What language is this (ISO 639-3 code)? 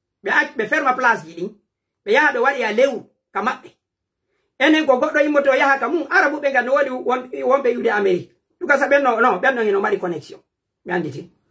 fuf